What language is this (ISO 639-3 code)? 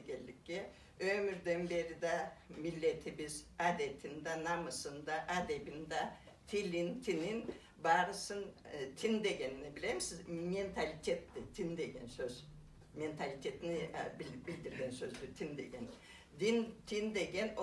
krc